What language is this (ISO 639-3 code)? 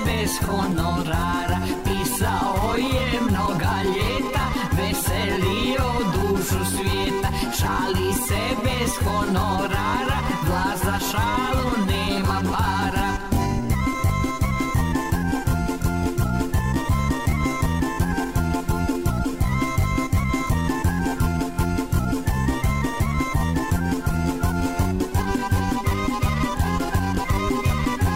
srp